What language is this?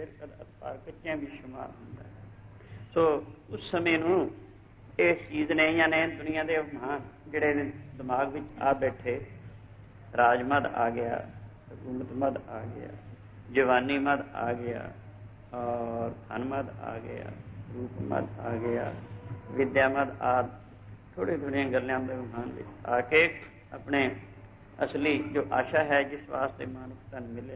Punjabi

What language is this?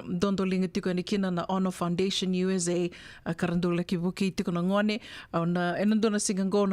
Fijian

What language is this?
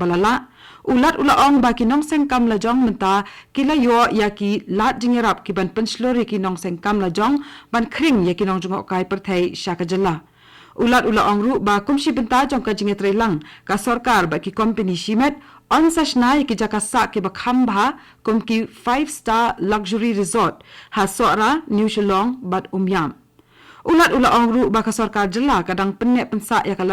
Khasi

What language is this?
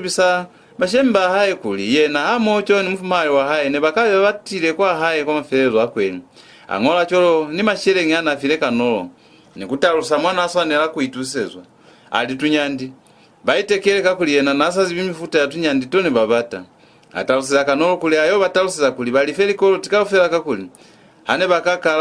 Lozi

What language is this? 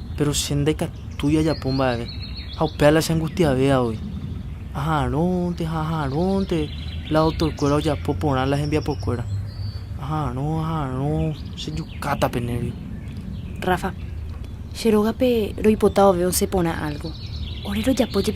Guarani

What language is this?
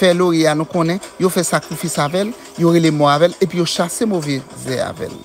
Haitian Creole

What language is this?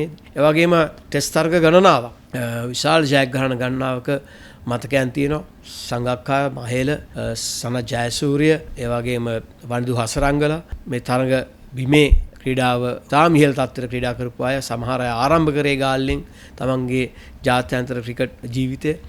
Sinhala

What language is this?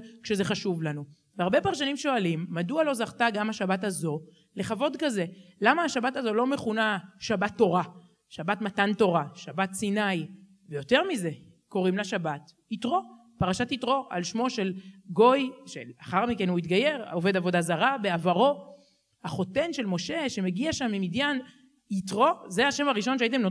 Hebrew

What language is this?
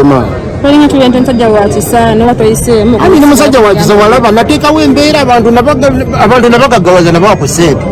Ganda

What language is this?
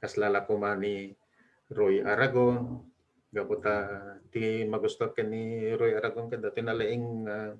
Iloko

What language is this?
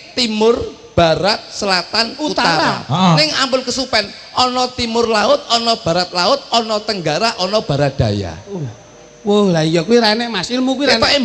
Javanese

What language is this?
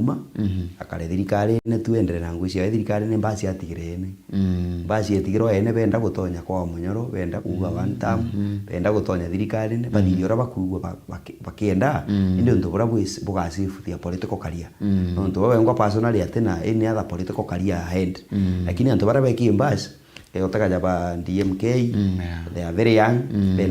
Meru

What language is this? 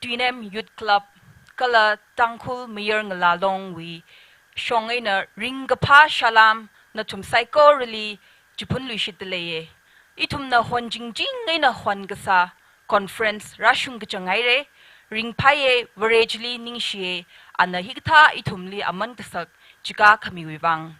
Tangkhul Naga (India)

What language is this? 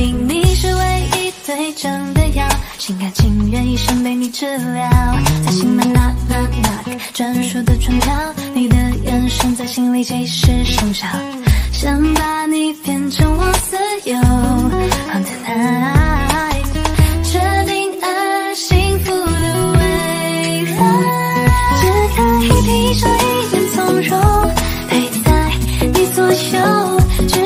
Chinese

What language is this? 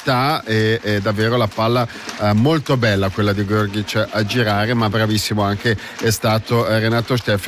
Italian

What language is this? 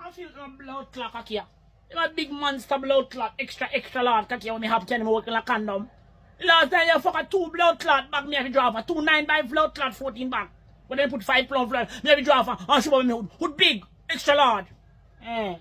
Jamaican Creole English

